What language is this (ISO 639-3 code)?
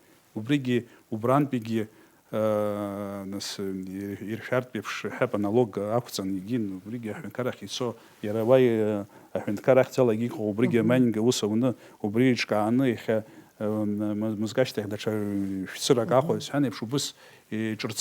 abk